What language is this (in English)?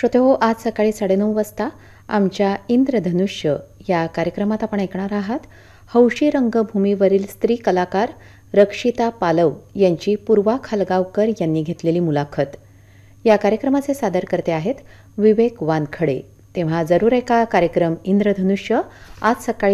Marathi